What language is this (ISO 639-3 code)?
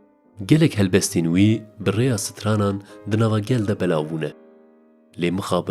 kur